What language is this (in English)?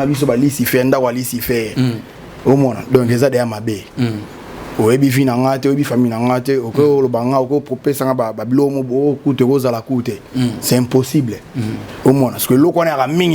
Lingala